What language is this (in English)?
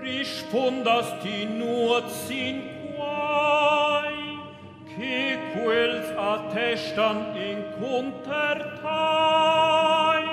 Romansh